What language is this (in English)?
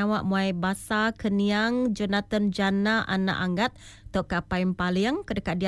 Iban